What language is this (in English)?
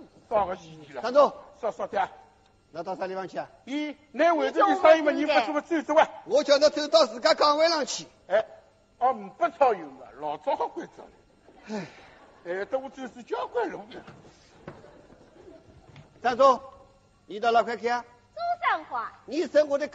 Wu Chinese